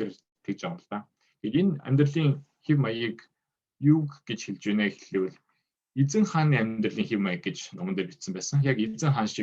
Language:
Mongolian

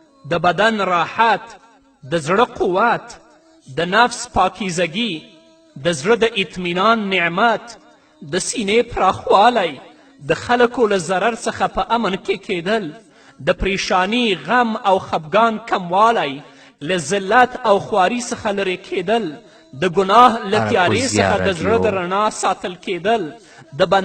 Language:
Pashto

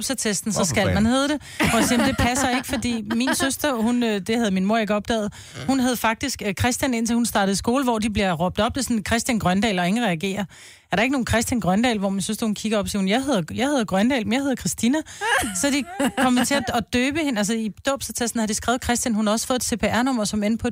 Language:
Danish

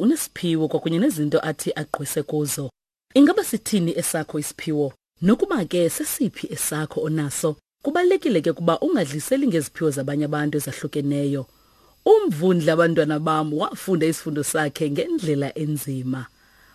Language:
Xhosa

